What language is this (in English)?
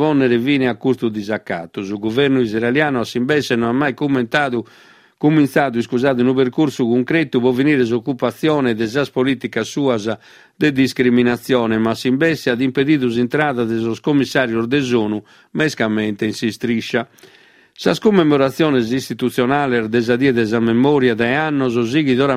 Sardinian